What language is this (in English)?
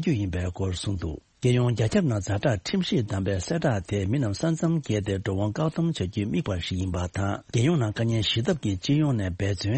Tibetan